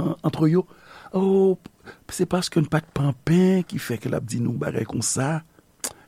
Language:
Haitian Creole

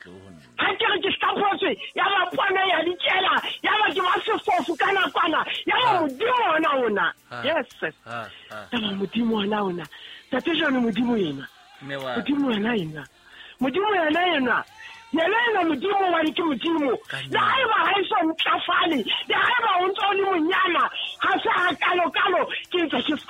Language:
Southern Sotho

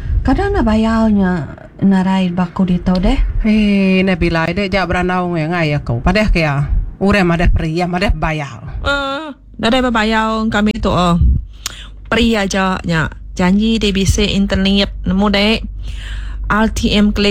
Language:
Iban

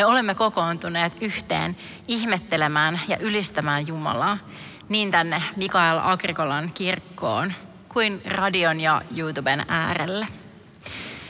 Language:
Finnish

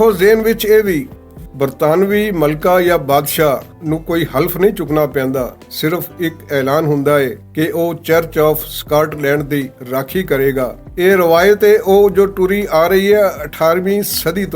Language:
Western Panjabi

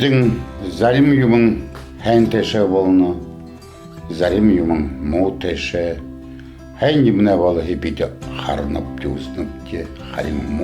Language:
Buriat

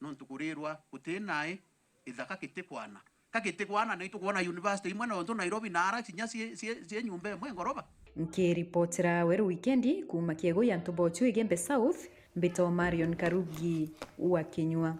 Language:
Meru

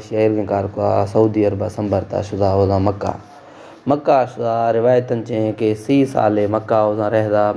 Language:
Baluchi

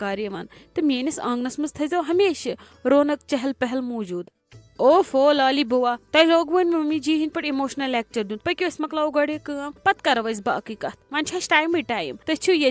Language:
Kashmiri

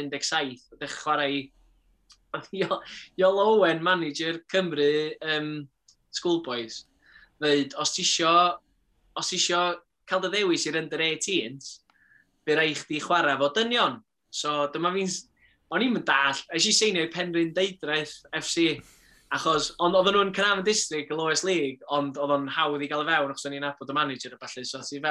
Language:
Welsh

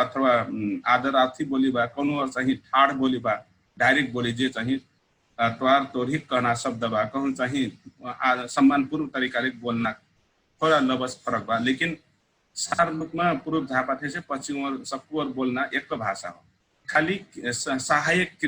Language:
Dangaura Tharu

